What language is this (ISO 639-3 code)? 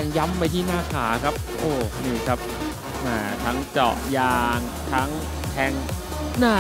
tha